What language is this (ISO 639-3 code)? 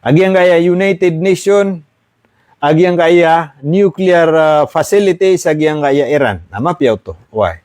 mrw